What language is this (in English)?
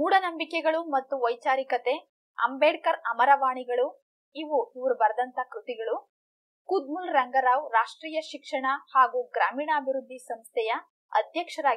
Kannada